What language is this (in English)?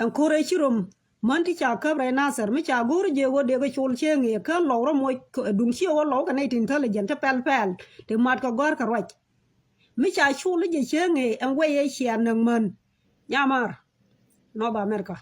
Nuer